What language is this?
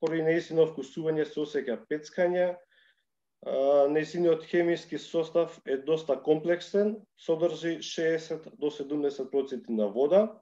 Macedonian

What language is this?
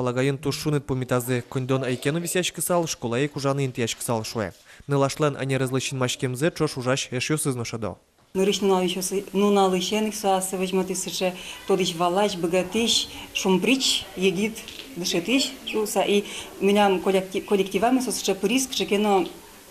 Udmurt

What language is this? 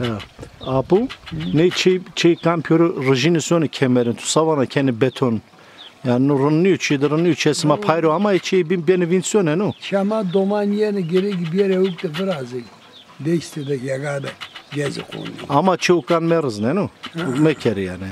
Zaza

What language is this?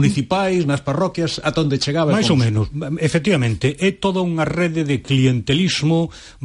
Galician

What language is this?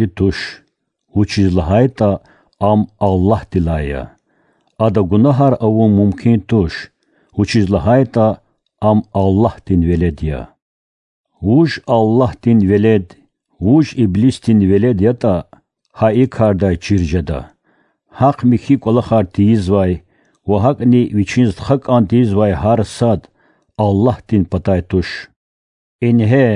Lezghian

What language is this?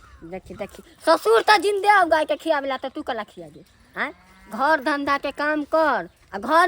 Maithili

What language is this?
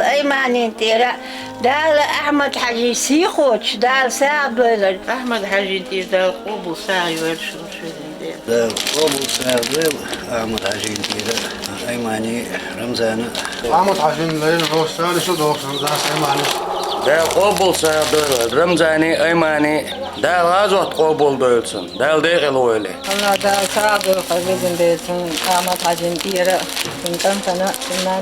Chechen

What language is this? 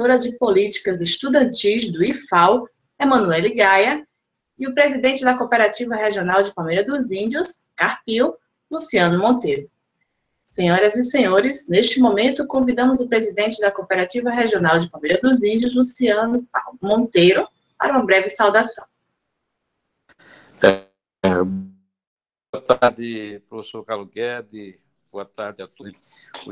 Portuguese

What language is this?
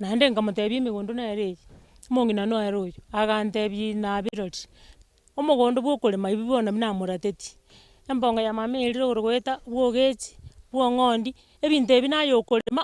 Gusii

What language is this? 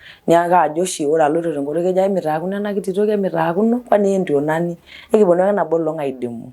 Masai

